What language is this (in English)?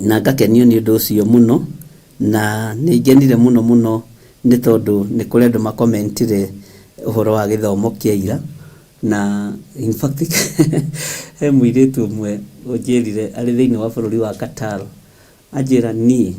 Kikuyu